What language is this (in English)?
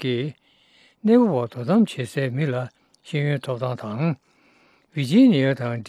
Tibetan